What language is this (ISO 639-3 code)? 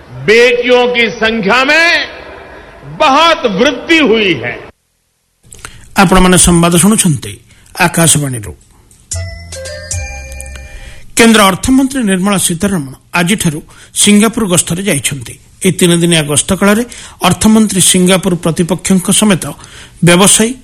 ori